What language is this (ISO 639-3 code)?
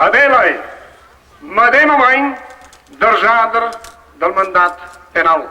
roh